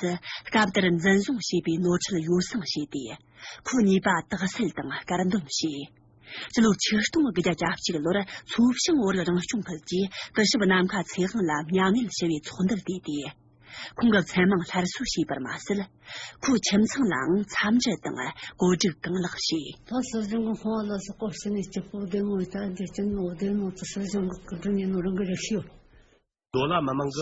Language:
Tibetan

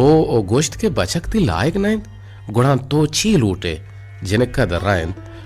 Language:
Baluchi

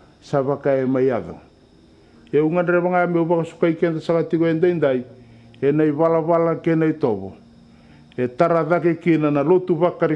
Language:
Fijian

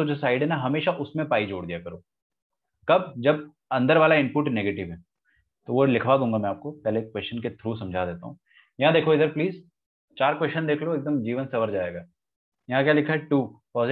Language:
Hindi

